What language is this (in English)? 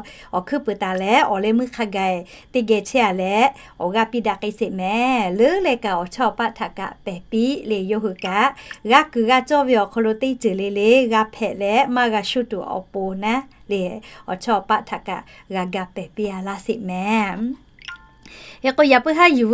Lahu